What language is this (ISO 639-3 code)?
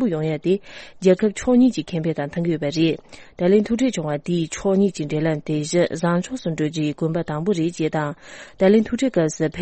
bod